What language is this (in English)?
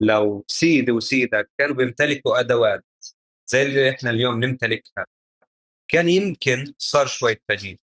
North Levantine Arabic